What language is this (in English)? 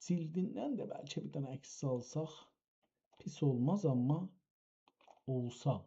South Azerbaijani